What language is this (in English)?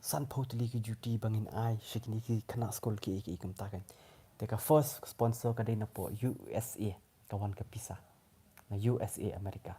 Khasi